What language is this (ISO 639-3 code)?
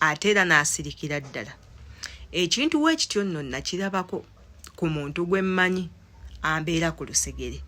lug